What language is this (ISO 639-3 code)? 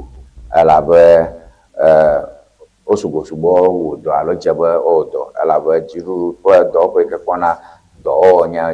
ewe